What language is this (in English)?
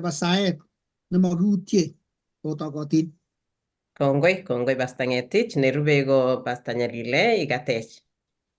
Kalenjin